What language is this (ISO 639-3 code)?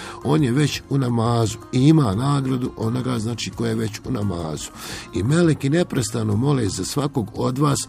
bos